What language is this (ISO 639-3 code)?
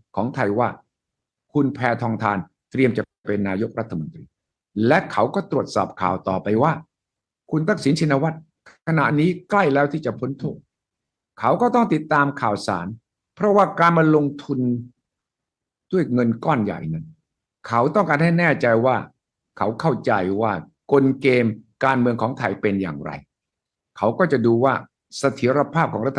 tha